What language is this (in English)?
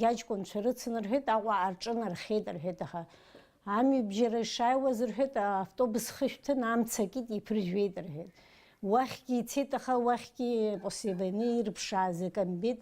Abkhazian